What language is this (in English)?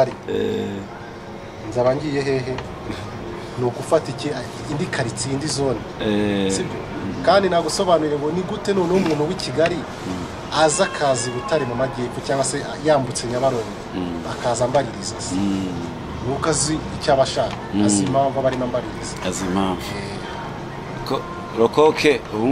Kinyarwanda